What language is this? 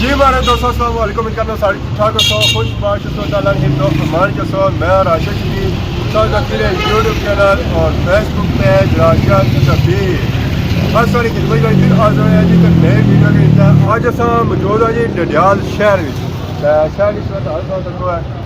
Pahari-Potwari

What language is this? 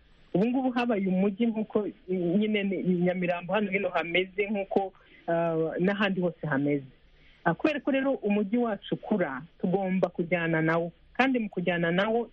Kinyarwanda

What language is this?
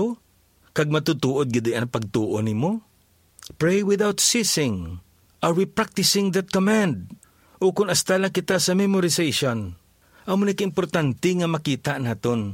Hiligaynon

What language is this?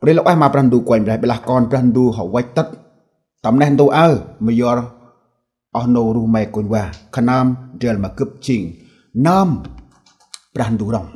Central Mnong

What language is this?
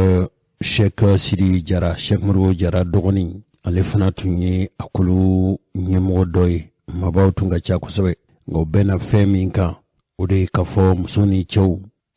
Bambara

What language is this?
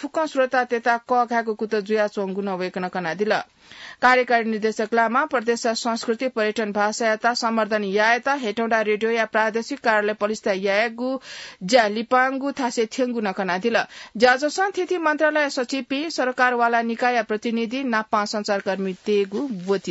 Newari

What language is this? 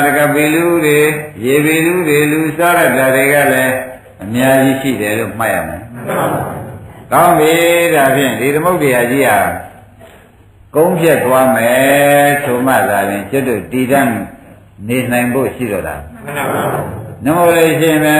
Burmese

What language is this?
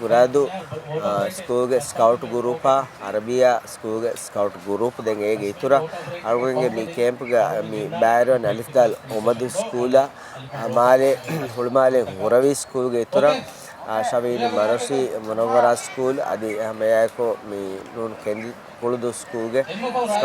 Divehi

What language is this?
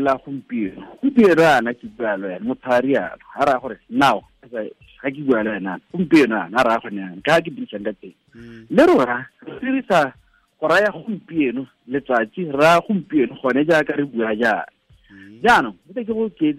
Tswana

